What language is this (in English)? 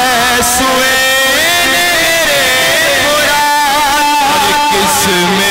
Urdu